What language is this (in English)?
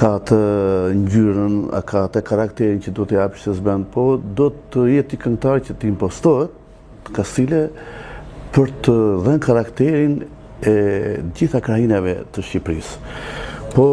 Albanian